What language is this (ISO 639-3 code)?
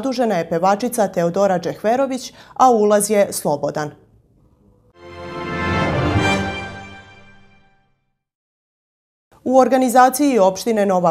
srp